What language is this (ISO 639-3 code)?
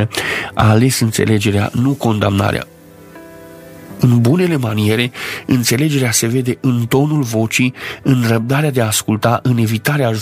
ron